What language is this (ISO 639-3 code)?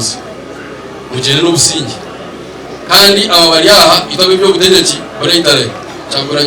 nyn